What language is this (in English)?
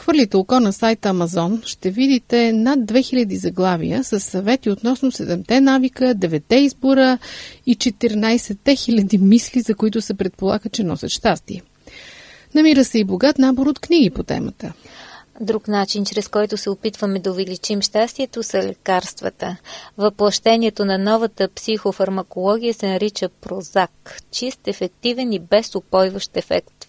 Bulgarian